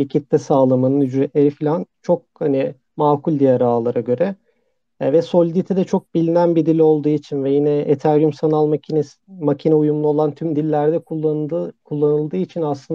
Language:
Turkish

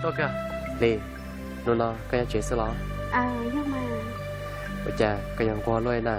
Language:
Hmong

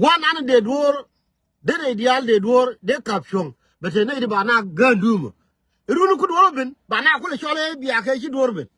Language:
Nuer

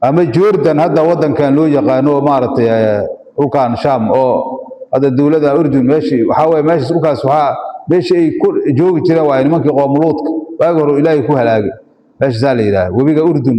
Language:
Somali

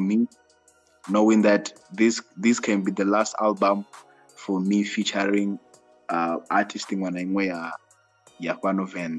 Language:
Venda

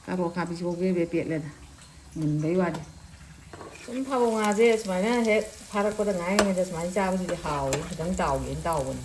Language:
Manipuri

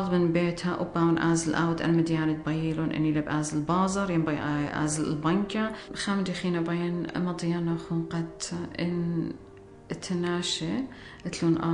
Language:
Assyrian Neo-Aramaic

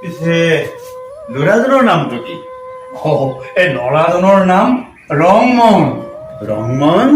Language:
Assamese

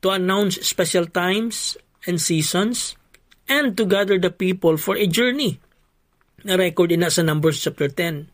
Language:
Hiligaynon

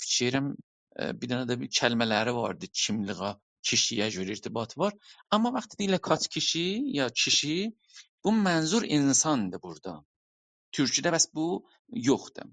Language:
South Azerbaijani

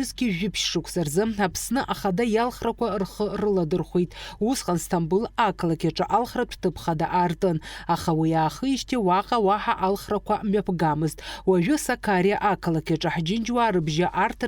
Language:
Abkhazian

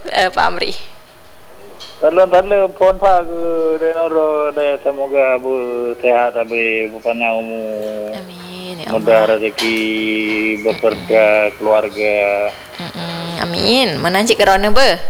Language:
Malay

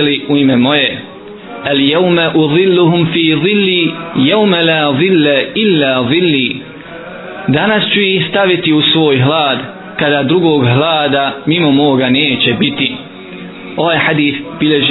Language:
Bosnian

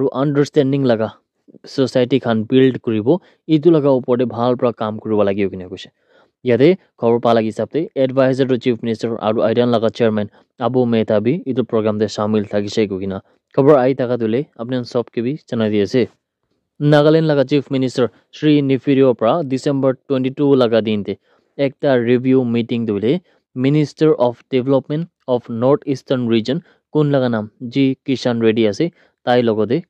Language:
Naga Pidgin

